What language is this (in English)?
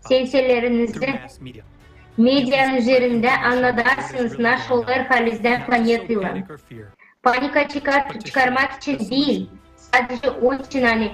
Gagauz